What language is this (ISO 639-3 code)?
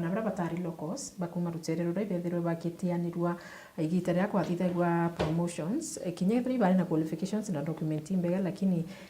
mer